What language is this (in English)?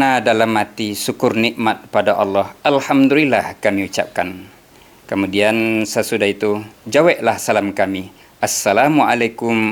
Minangkabau